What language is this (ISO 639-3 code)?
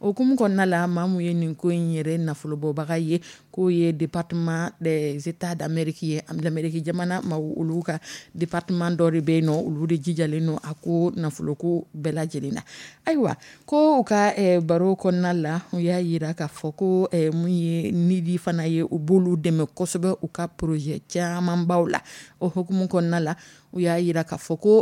dyu